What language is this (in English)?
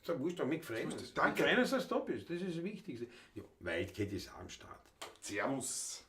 Bavarian